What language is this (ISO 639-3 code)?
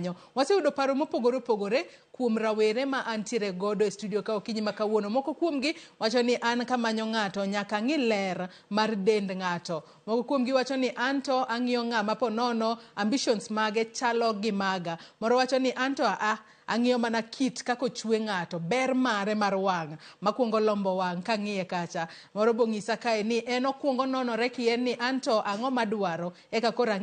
luo